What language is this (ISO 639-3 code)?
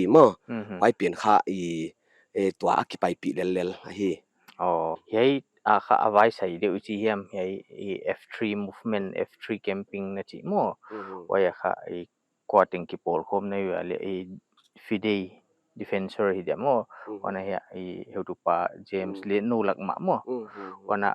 pck